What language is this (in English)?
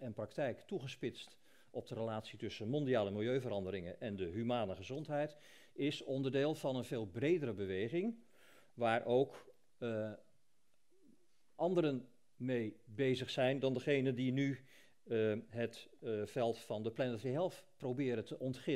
Dutch